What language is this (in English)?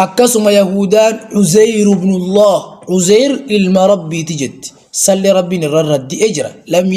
Oromo